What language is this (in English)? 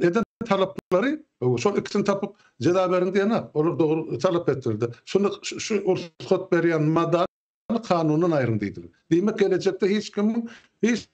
Turkmen